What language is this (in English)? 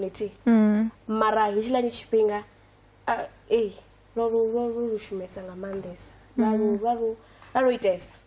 Venda